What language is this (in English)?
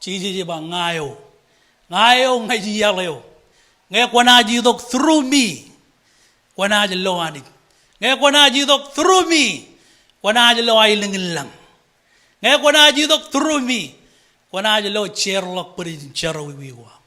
Marshallese